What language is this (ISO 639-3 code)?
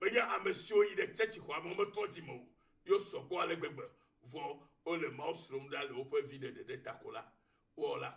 ewe